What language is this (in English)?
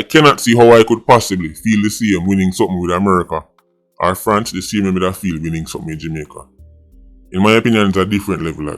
Jamaican Creole English